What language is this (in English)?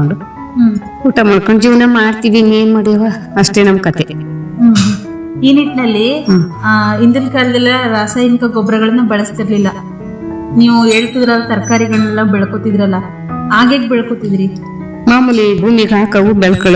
Kannada